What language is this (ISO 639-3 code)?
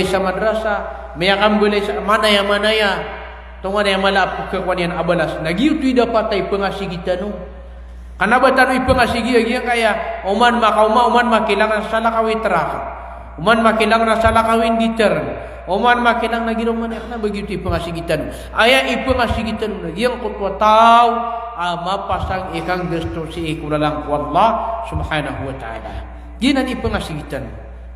mrw